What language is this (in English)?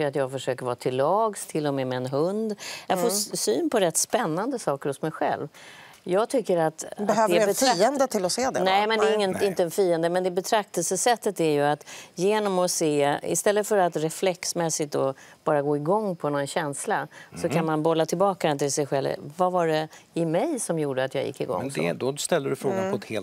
Swedish